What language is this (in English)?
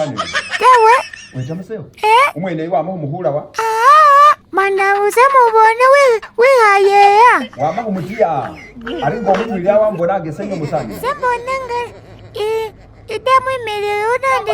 Masaaba